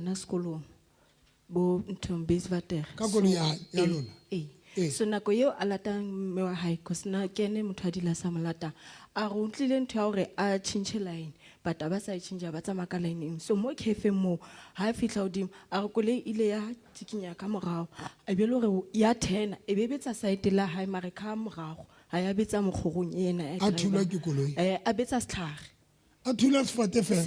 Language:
Southern Sotho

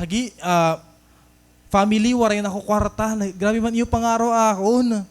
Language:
Waray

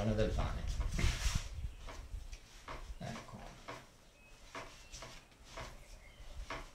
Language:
Italian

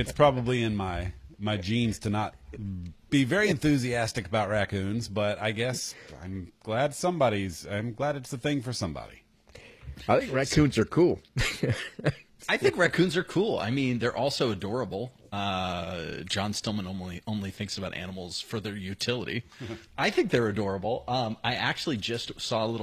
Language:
English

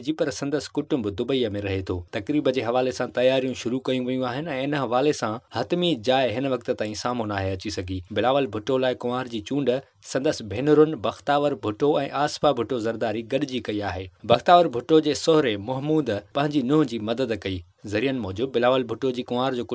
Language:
Sindhi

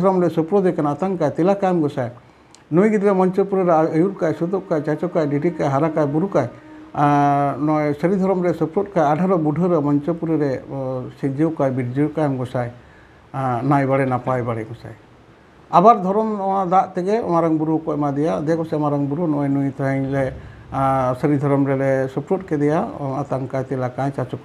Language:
Santali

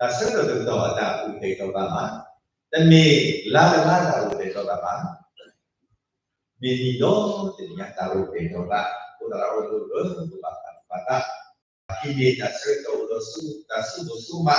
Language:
S'gaw Karen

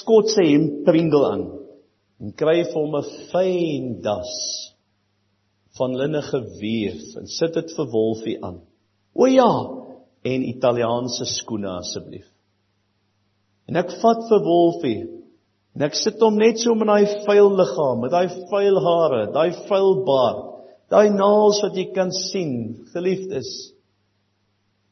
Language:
Afrikaans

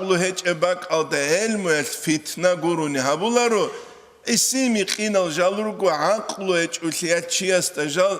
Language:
Avaric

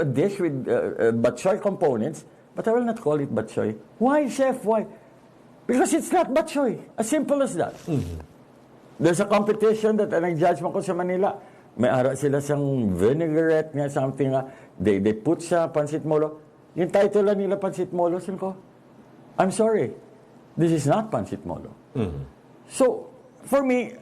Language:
Hiligaynon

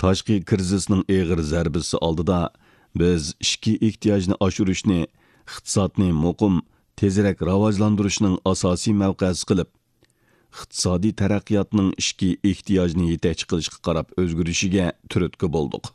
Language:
Uyghur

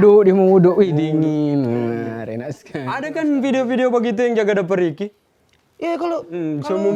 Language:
Manado Malay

